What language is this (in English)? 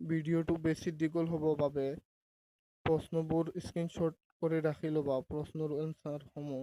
Assamese